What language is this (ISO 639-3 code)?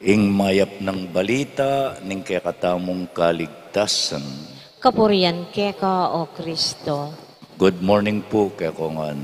pam